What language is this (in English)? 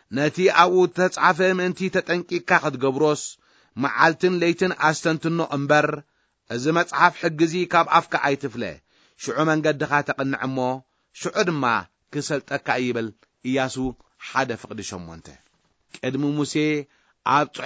Tigrinya